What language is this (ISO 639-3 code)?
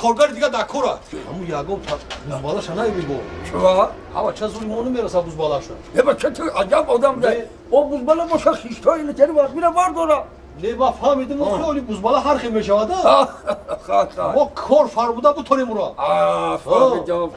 tgk